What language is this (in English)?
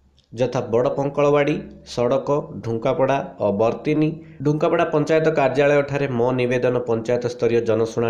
Odia